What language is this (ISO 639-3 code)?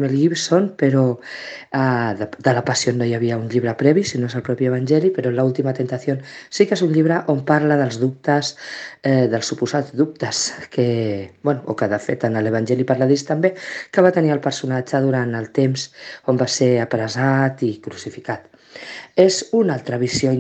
cat